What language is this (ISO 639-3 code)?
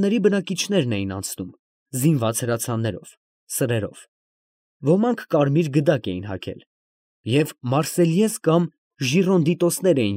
hye